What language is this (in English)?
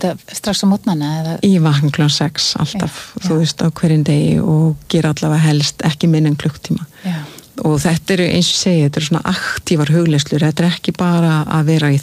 Icelandic